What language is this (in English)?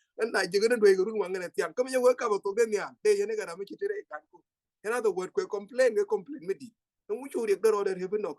Nuer